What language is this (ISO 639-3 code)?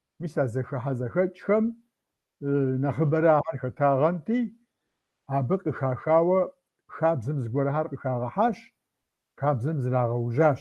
kbd